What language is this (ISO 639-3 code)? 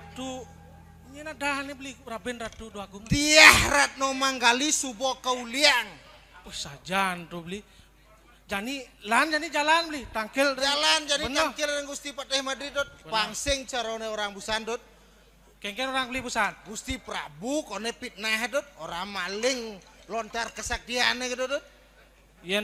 ban